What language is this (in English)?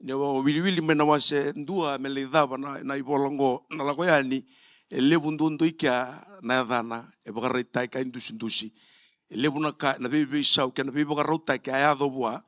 Fijian